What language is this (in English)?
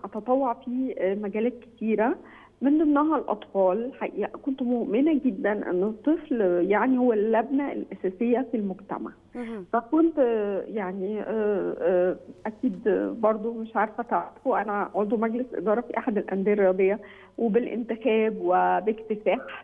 Egyptian Arabic